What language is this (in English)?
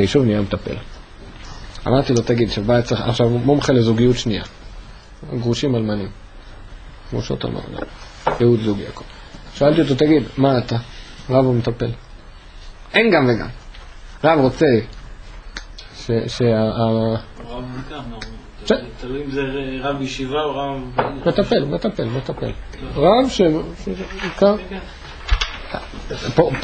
Hebrew